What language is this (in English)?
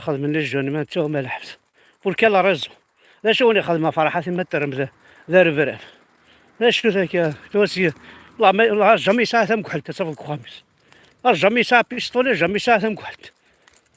Kabyle